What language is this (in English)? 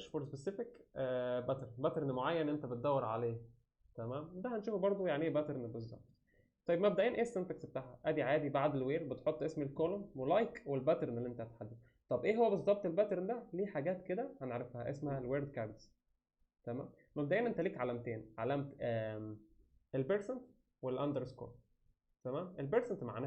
Egyptian Arabic